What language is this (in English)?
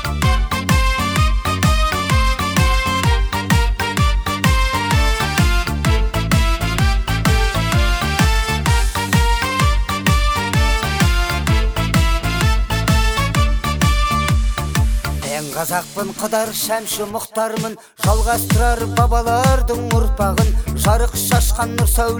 Kazakh